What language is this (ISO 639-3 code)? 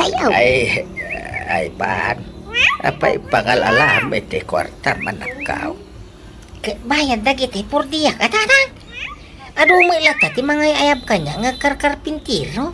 ilo